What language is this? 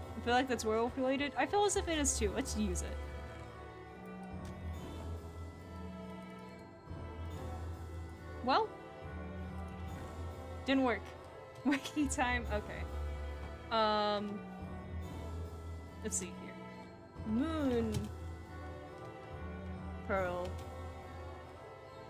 English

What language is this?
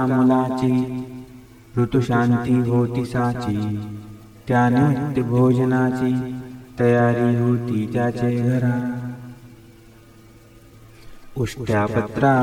Marathi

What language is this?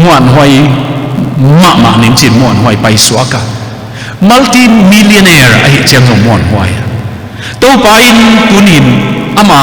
Tedim Chin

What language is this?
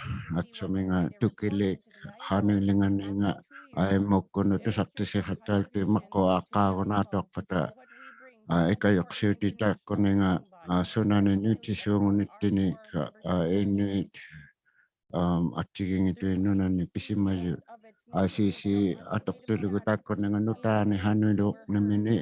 Inuktitut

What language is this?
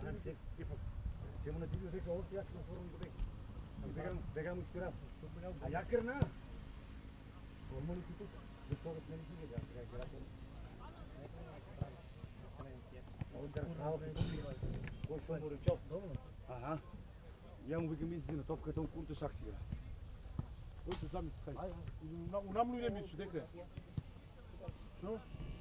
Macedonian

